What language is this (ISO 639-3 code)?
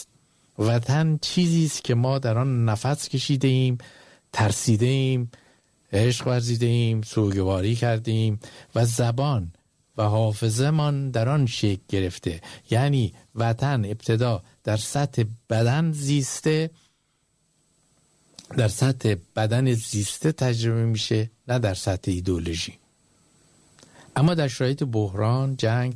fas